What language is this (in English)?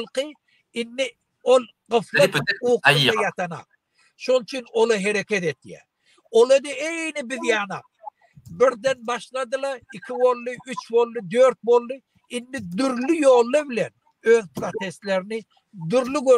Turkmen